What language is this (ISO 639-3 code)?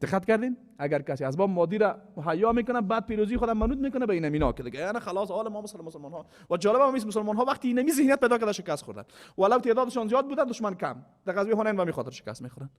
fas